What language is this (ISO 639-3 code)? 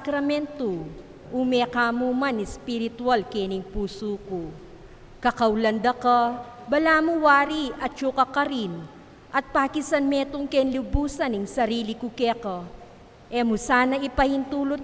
pam